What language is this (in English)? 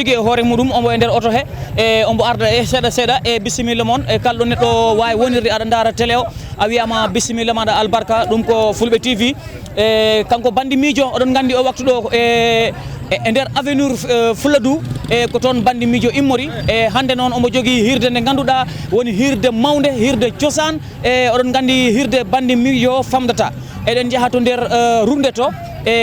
Fula